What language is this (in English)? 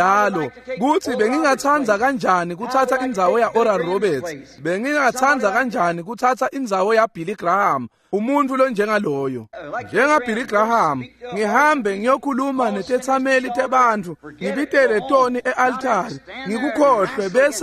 Swati